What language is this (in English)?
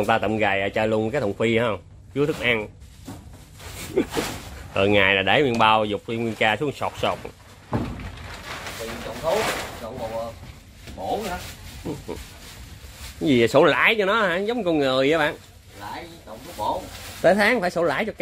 Vietnamese